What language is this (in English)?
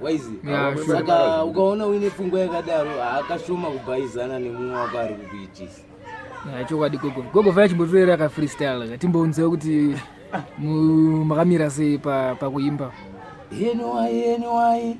Shona